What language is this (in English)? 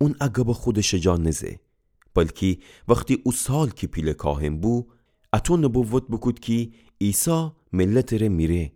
Gilaki